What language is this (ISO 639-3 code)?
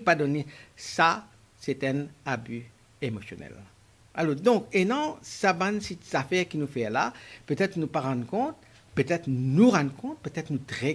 mfe